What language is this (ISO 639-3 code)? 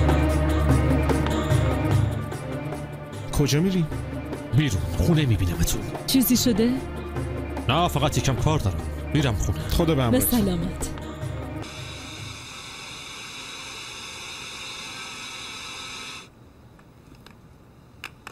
fas